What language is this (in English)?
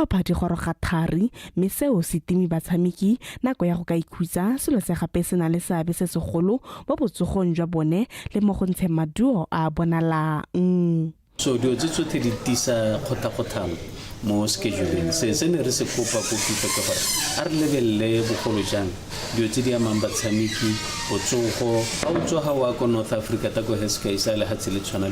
Tswana